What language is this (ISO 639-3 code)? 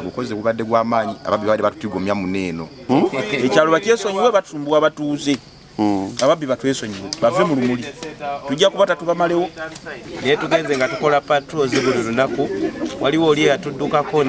lug